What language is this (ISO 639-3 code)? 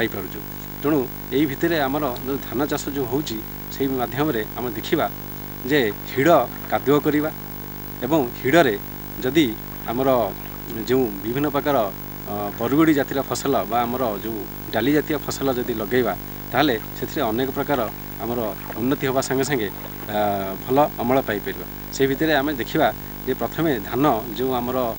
ori